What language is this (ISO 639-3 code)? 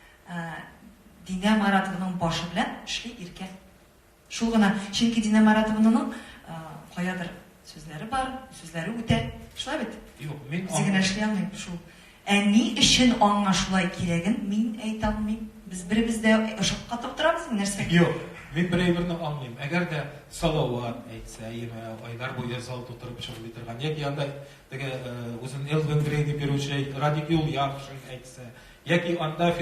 tat